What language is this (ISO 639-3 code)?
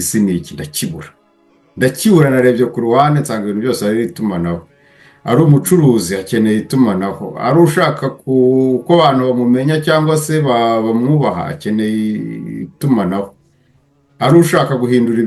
kin